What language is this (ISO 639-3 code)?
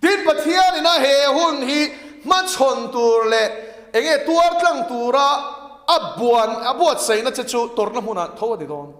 lus